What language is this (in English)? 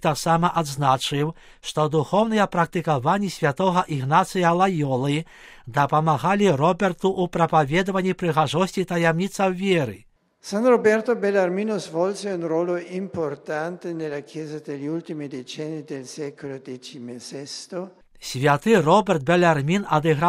Belarusian